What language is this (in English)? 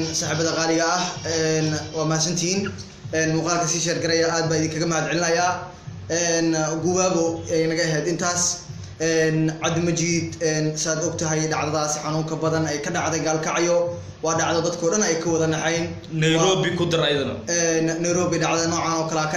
Somali